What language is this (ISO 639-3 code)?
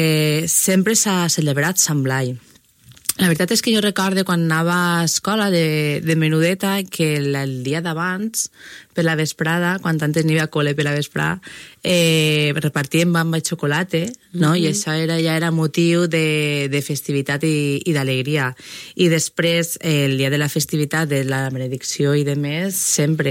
cat